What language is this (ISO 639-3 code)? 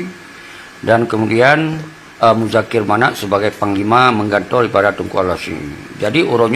ace